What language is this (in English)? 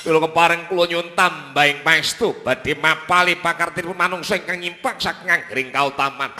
Javanese